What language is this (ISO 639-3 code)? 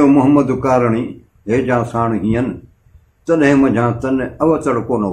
snd